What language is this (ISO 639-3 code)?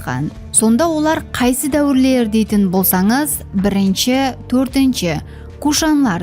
kaa